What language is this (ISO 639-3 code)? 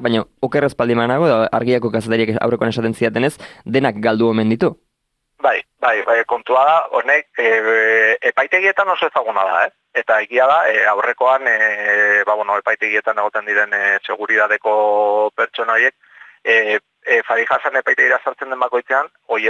eus